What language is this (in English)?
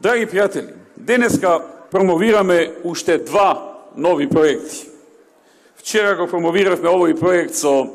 Macedonian